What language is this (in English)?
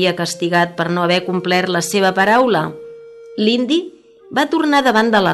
Catalan